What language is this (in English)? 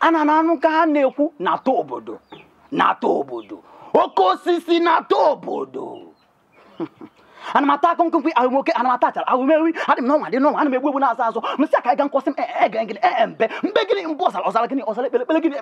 Igbo